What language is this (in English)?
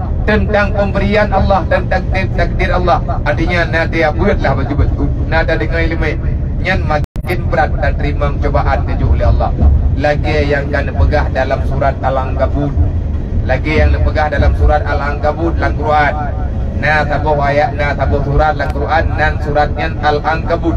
Achinese